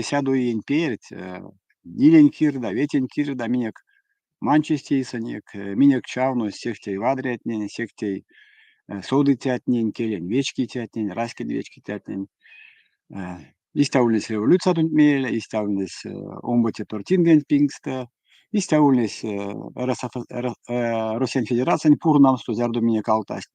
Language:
Erzya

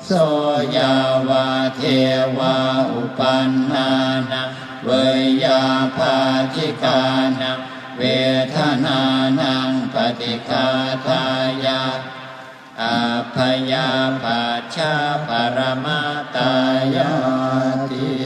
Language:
Pali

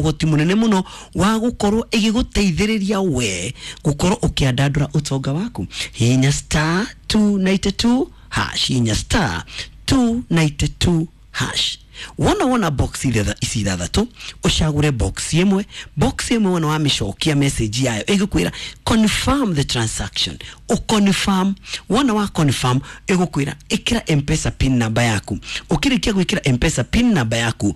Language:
Kikuyu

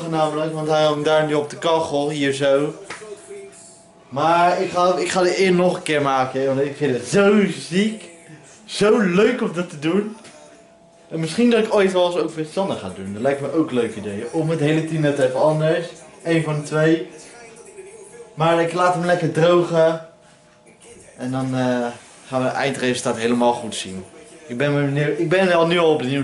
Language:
Dutch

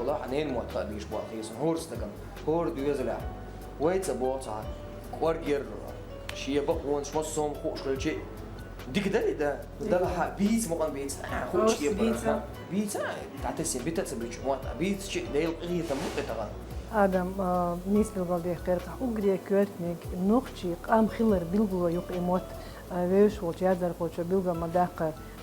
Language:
Chechen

